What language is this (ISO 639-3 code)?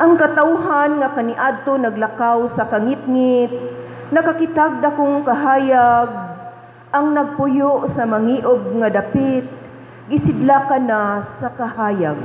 ceb